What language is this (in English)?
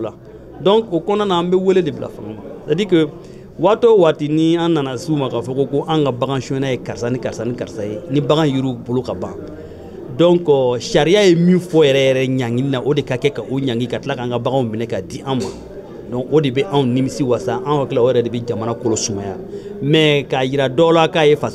Bambara